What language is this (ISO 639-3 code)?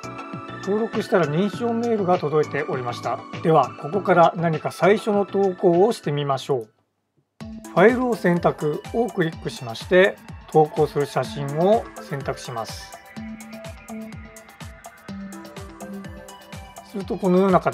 jpn